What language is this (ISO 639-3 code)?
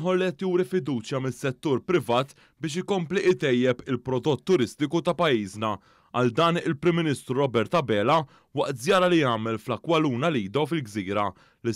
mlt